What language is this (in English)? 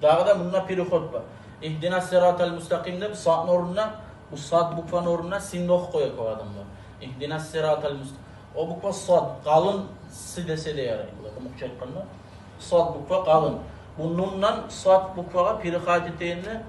Kumyk